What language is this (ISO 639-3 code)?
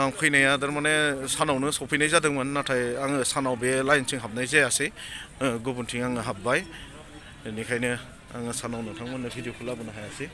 brx